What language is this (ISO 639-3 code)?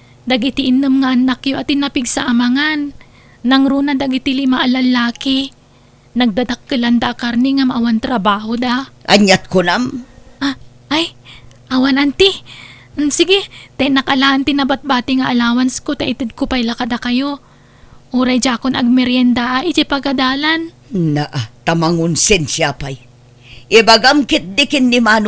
ilo